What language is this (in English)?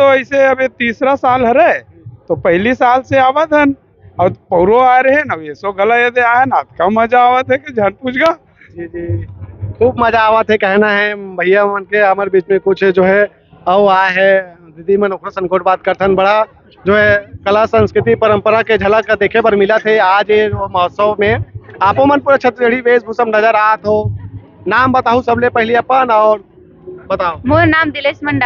Chhattisgarhi